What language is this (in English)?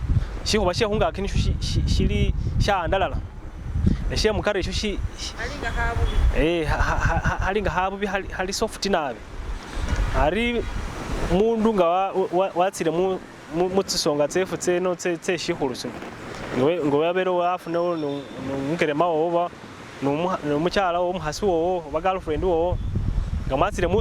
Masaaba